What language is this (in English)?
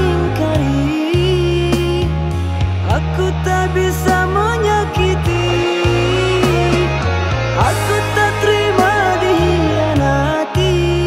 Indonesian